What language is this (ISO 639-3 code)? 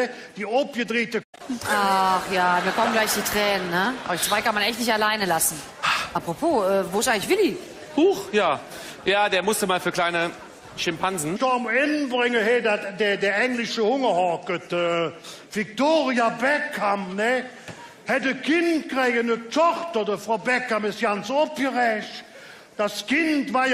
ksh